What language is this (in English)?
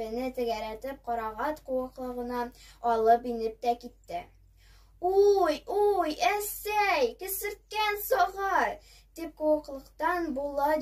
Bashkir